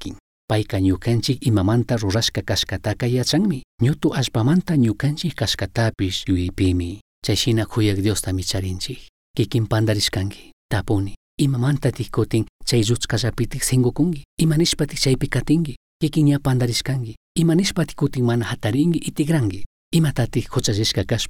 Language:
Chimborazo Highland Quichua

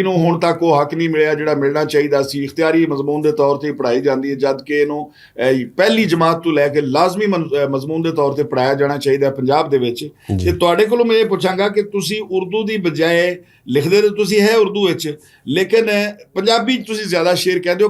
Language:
Western Panjabi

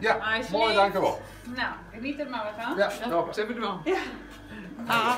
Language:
Western Frisian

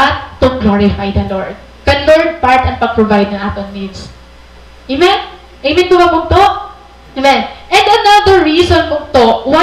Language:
Waray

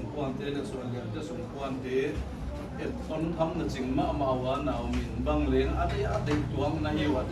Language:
Paite Chin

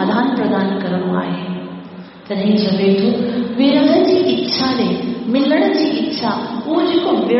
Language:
Sindhi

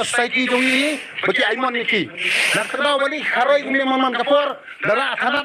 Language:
Khasi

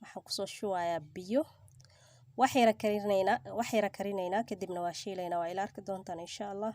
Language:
Somali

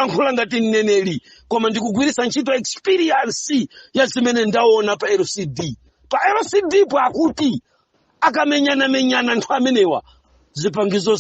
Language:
Nyanja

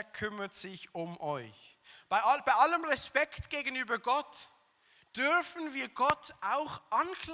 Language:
Swiss German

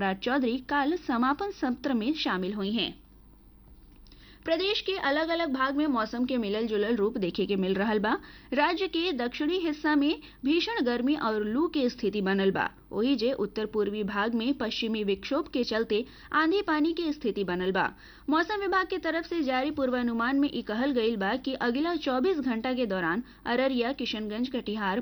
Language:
Bhojpuri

